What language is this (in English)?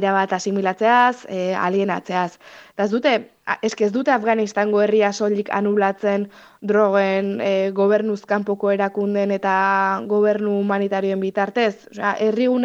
Basque